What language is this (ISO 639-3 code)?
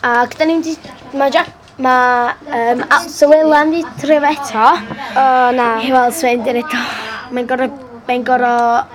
cym